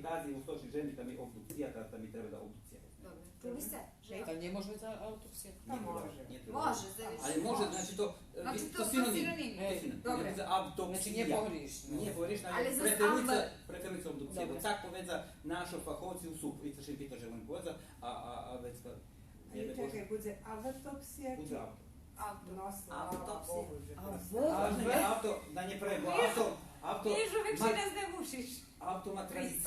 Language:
Rusyn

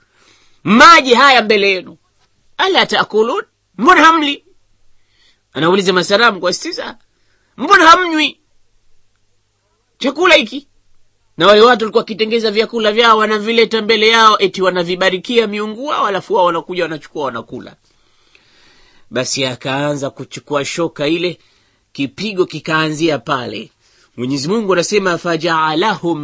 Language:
Swahili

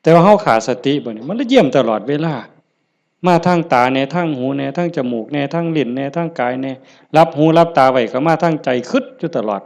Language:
Lao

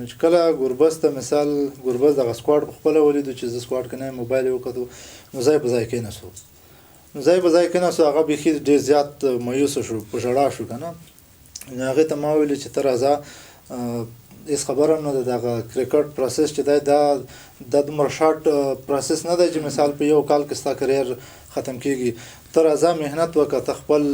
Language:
Pashto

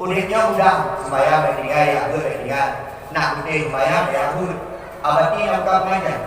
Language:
Achinese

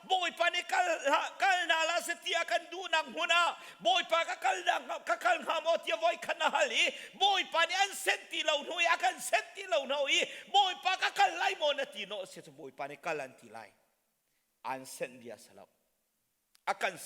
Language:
Hakha Chin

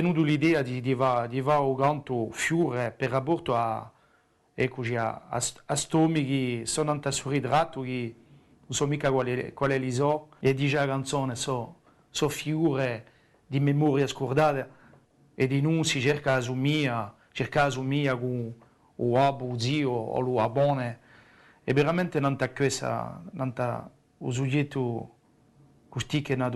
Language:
Corsican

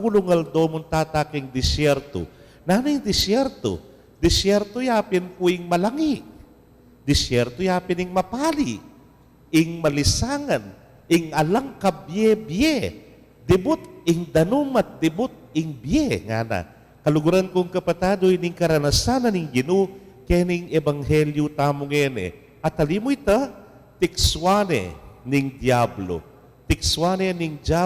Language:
Pampanga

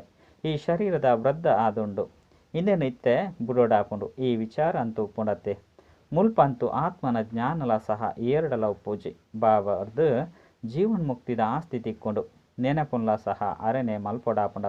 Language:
Tulu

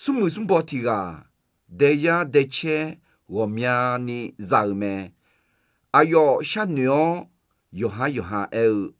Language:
Akha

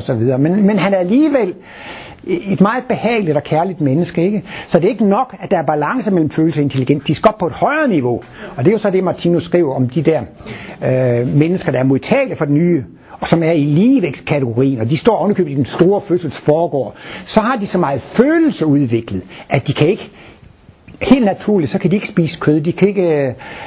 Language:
Danish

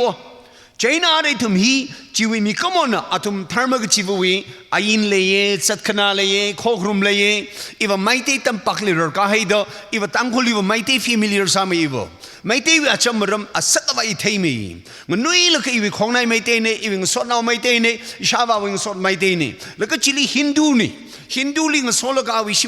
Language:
Tangkhul Naga (India)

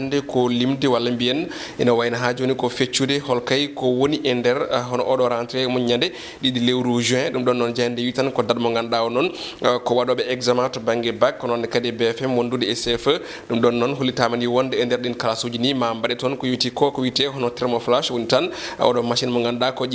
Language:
Fula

